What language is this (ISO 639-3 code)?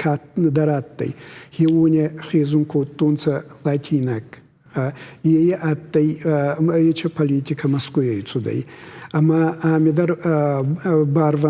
oss